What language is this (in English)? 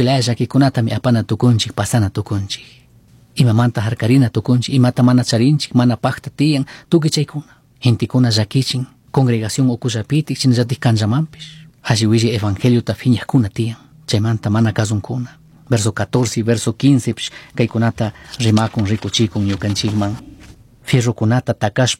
Chimborazo Highland Quichua